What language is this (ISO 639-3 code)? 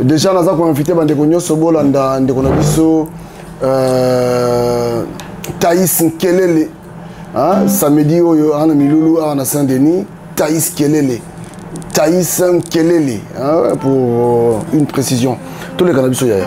lin